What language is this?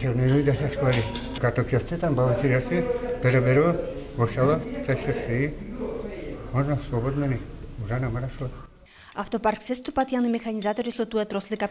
Udmurt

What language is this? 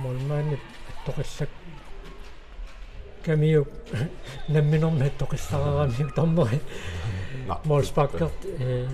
Kalaallisut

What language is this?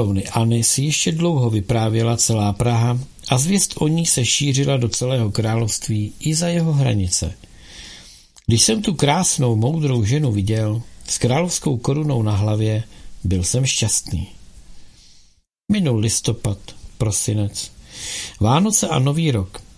Czech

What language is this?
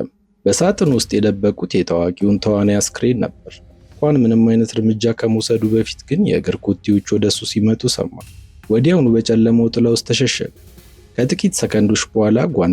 Amharic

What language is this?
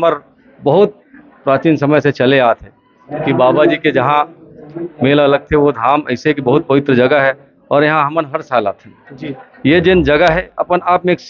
Chhattisgarhi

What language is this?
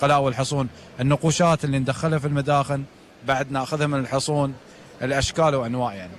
Gulf Arabic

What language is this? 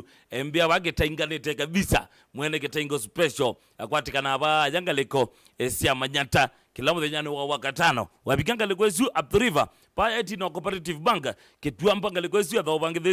Kamba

